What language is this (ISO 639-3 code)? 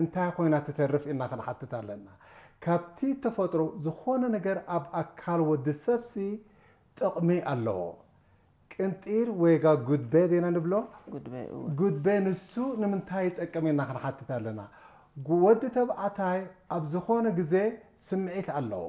tir